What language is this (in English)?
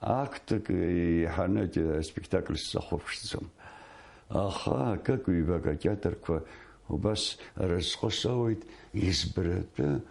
Abkhazian